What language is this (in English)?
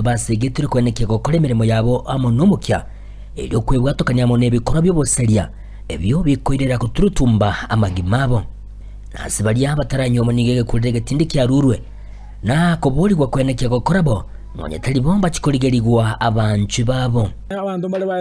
Gusii